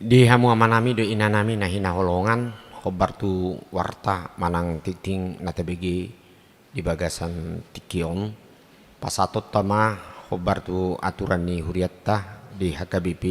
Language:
Batak Toba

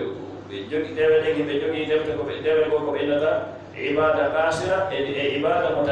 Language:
Fula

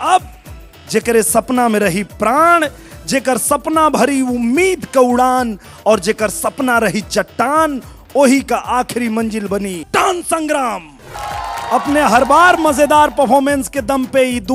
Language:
Bhojpuri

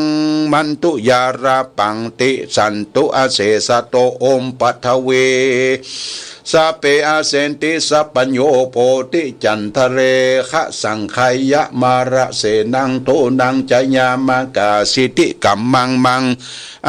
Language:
Pali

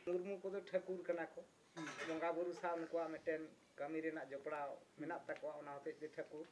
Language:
Santali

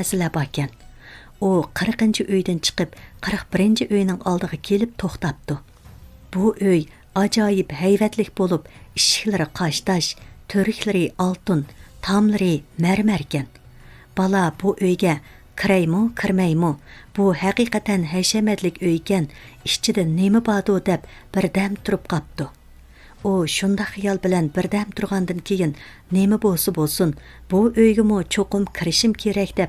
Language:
Uyghur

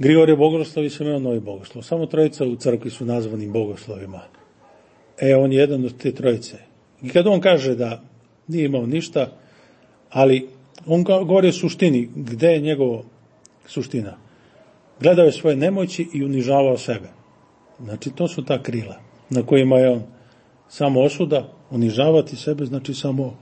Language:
Serbian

